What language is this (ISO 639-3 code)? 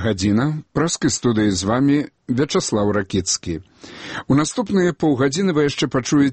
bel